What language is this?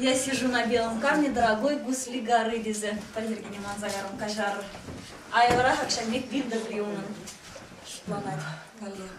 Chuvash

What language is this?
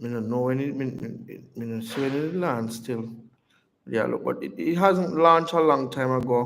Jamaican Creole English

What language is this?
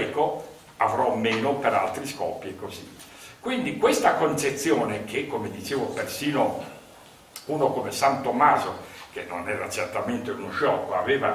Italian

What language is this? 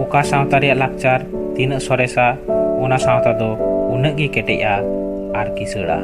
Santali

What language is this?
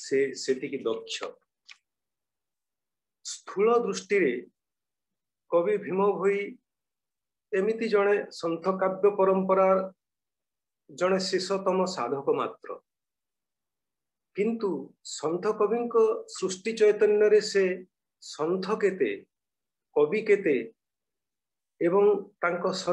Odia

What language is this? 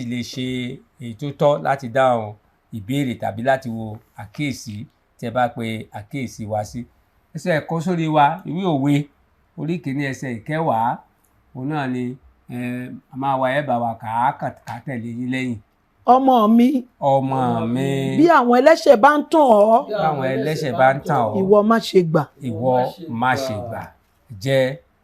Yoruba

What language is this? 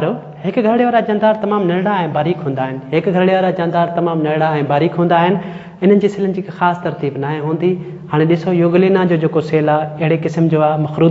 Sindhi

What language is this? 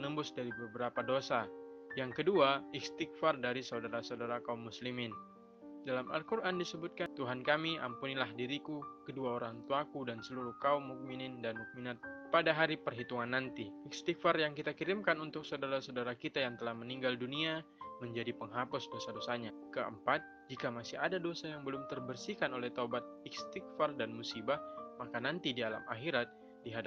Indonesian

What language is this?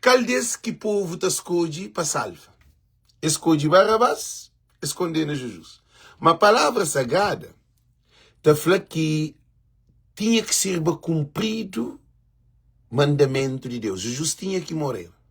Kabuverdianu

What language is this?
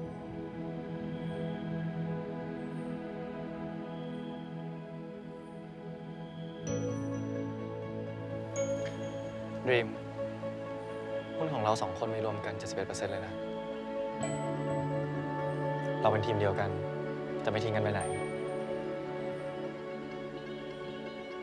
Thai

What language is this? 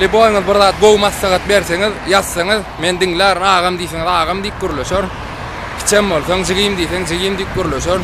Turkmen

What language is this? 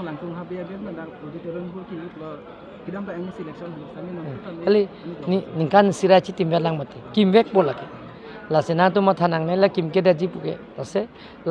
Karbi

